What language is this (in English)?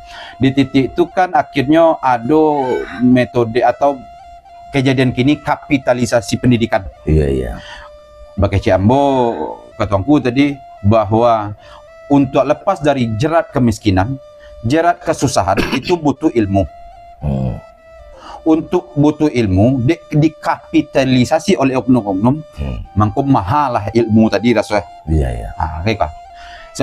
Minangkabau